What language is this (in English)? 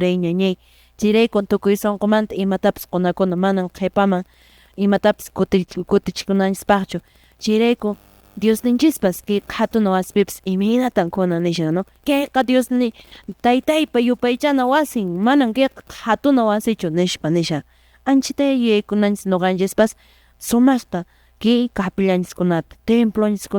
Quechua